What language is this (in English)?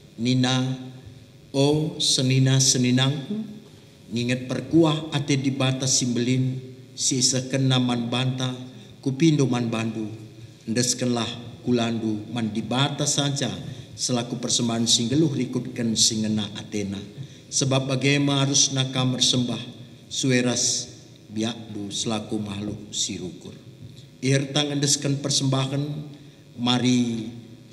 Batak Karo